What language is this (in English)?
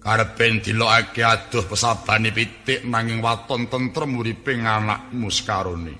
Javanese